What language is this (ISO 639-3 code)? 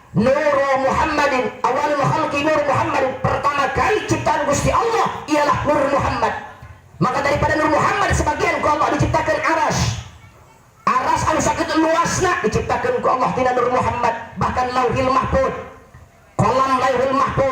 sun